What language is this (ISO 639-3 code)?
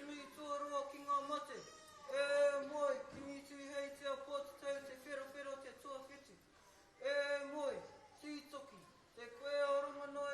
mri